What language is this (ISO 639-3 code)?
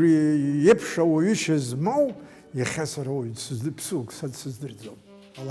abk